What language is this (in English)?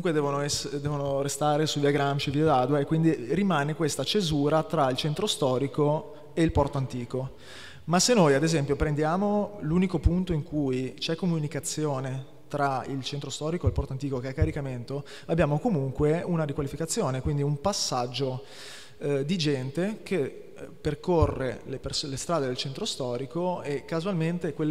Italian